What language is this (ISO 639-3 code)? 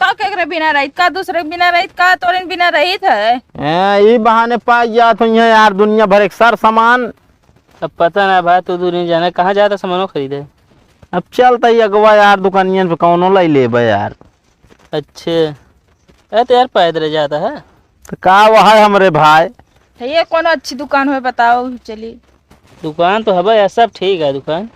awa